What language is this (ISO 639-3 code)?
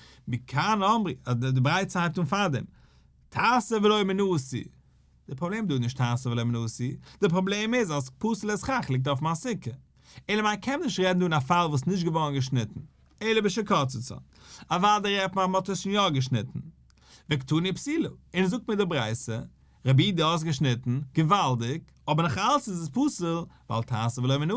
yid